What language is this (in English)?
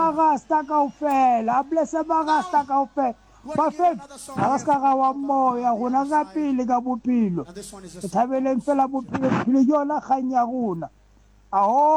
Southern Sotho